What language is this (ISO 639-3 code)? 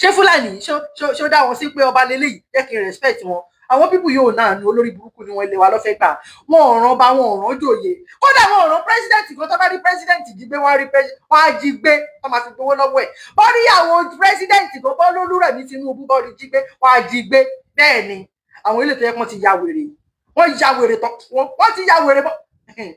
yor